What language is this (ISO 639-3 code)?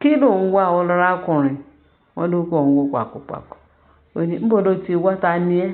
yor